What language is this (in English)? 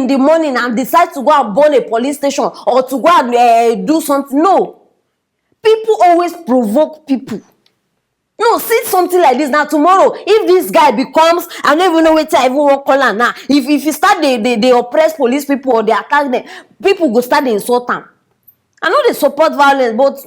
Nigerian Pidgin